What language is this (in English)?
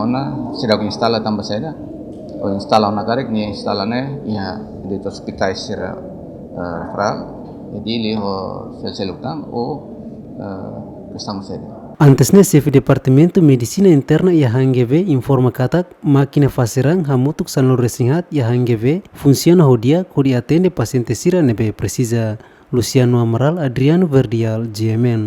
Tetum